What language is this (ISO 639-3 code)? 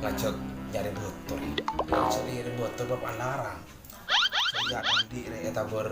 mad